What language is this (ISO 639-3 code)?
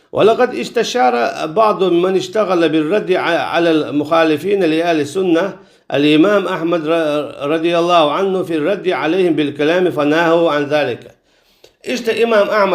che